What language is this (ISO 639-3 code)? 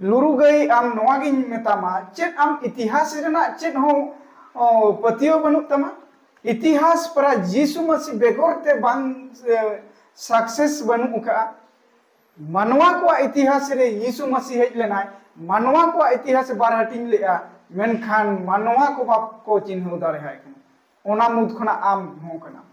sat